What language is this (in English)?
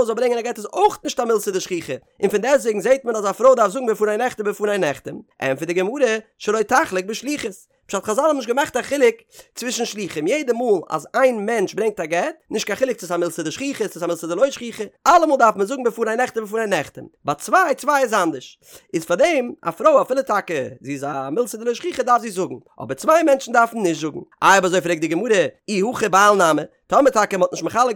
Yiddish